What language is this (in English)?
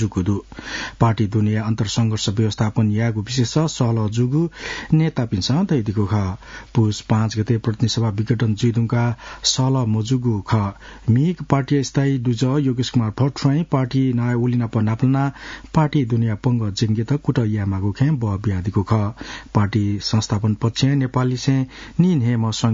Newari